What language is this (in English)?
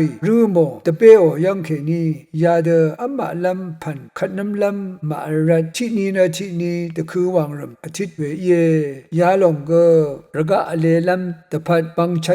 Rawang